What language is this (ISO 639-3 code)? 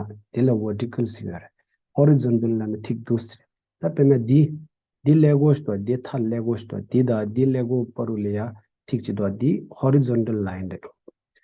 bod